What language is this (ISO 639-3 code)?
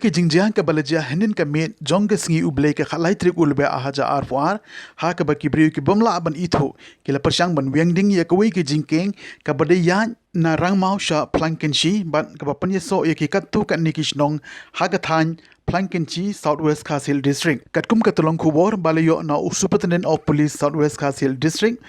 kha